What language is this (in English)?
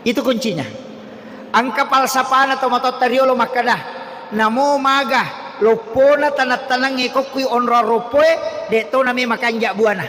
Buginese